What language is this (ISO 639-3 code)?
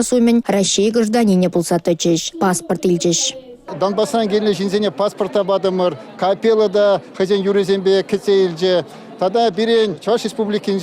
chv